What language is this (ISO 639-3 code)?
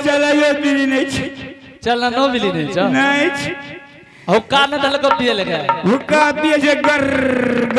anp